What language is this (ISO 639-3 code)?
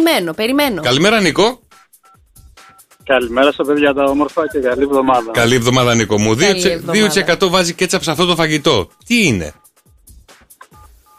ell